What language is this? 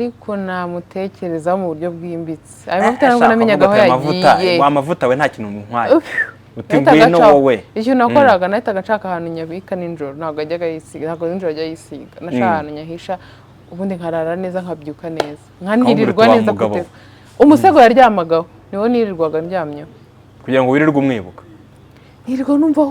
Kinyarwanda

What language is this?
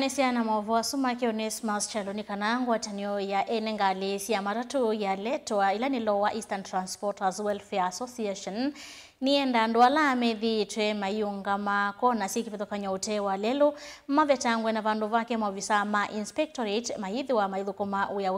Kamba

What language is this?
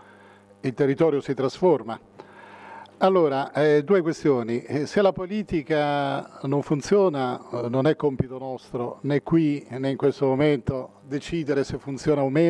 Italian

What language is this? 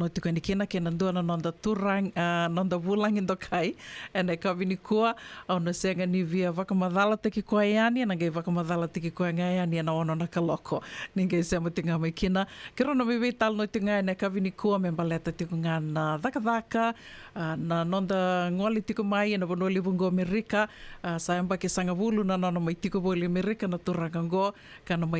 Fijian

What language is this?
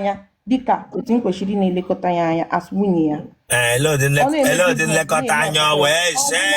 Igbo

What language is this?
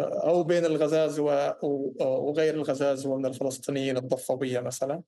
North Levantine Arabic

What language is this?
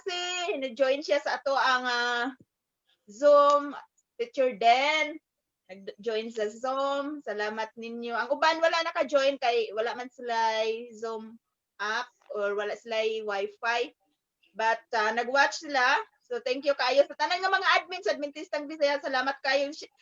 Cebuano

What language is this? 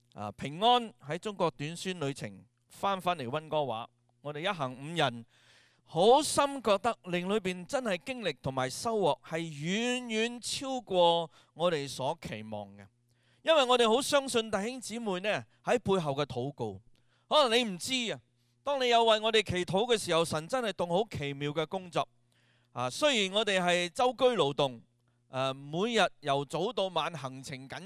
Cantonese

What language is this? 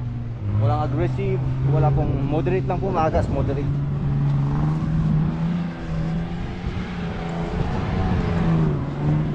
Filipino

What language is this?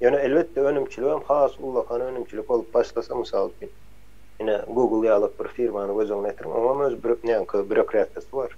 Turkmen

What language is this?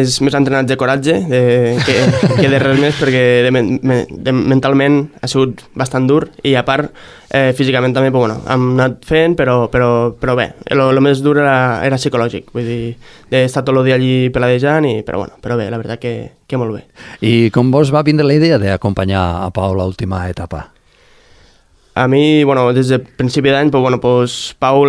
Catalan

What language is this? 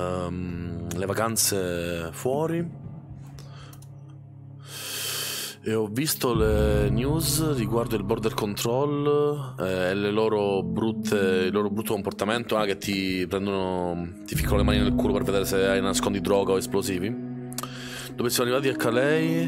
Italian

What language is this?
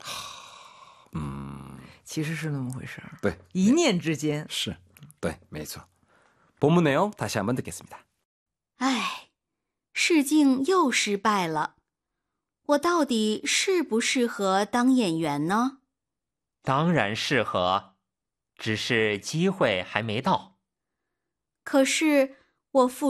Korean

